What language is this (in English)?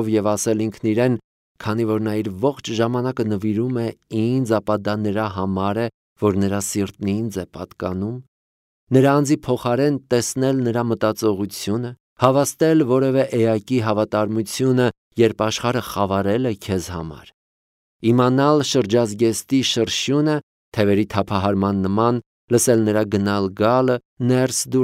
Armenian